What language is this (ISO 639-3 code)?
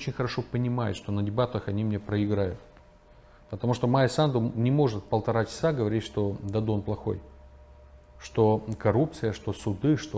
rus